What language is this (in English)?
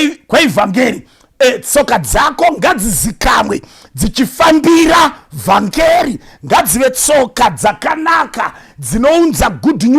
Shona